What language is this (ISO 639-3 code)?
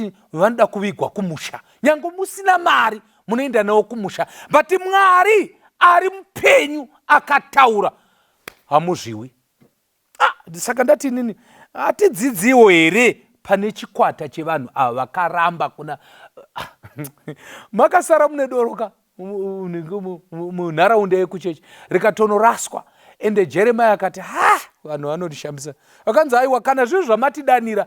sna